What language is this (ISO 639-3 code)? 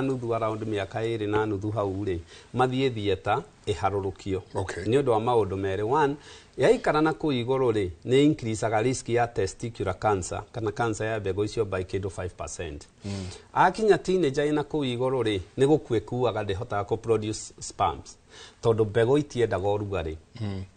kik